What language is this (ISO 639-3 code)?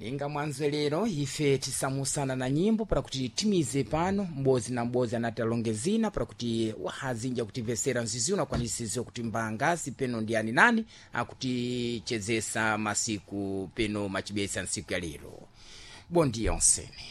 seh